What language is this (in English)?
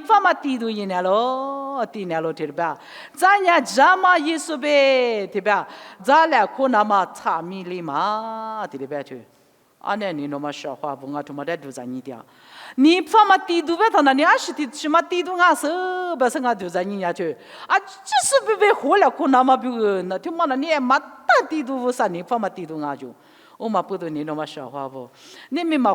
Lisu